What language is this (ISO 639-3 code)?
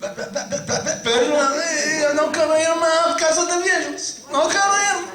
lad